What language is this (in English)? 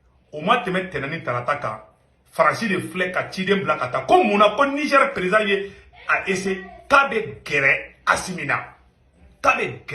Bambara